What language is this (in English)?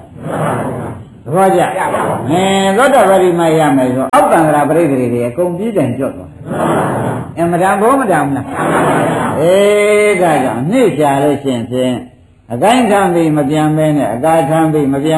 Burmese